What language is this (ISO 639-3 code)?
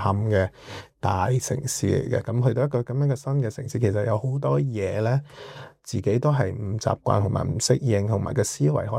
yue